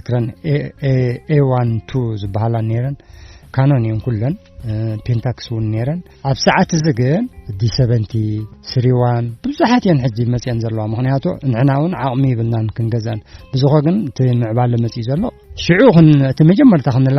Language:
Tigrinya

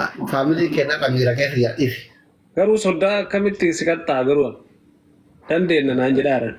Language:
Oromo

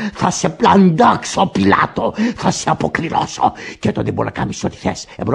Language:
Greek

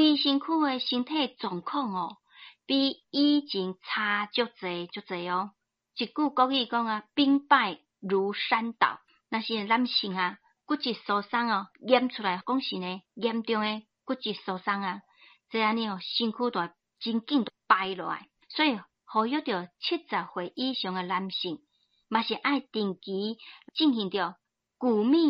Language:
Min Nan Chinese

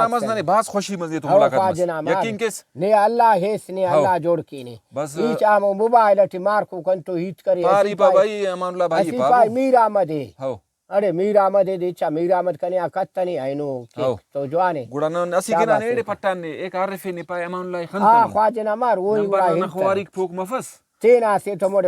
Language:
Brahui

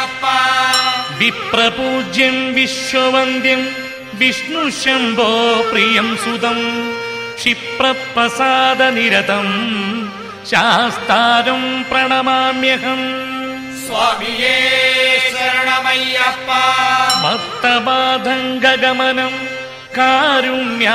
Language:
Malayalam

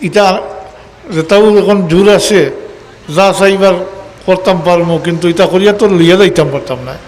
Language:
Sylheti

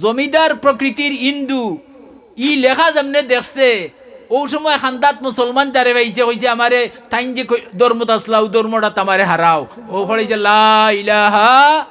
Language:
Sylheti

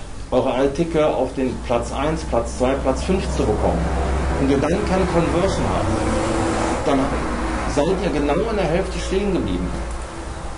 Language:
German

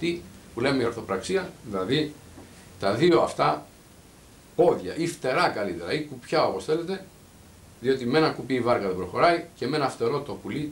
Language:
Greek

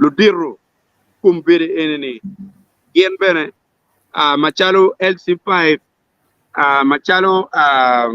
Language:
Acoli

